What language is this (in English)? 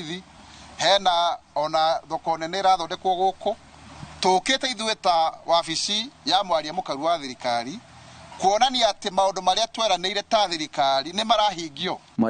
Kikuyu